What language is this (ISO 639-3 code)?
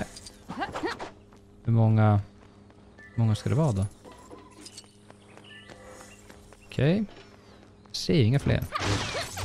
swe